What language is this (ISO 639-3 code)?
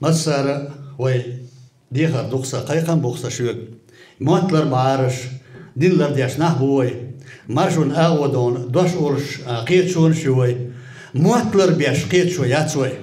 che